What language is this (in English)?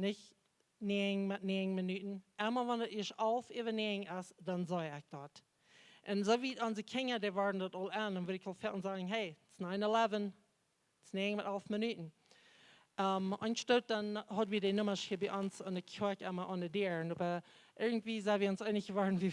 Plautdietsch